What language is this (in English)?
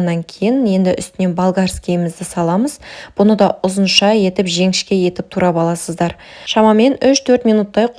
Kazakh